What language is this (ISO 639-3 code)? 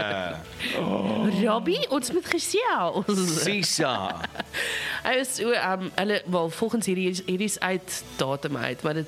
afr